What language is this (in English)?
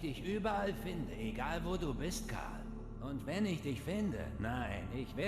Bavarian